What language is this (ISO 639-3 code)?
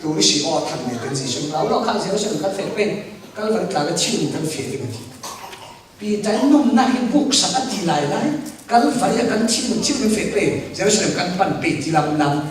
cfm